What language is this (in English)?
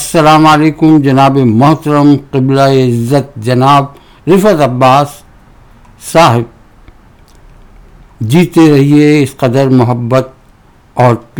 Urdu